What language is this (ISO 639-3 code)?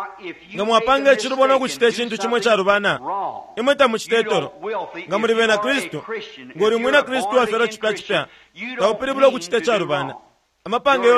bem